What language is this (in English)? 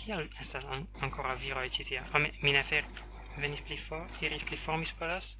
Esperanto